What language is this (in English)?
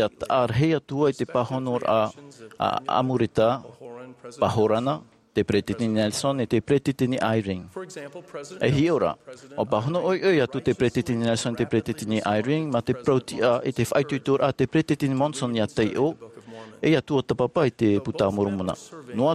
Tahitian